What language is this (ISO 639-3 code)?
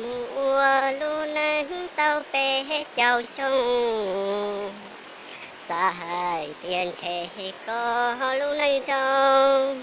hmn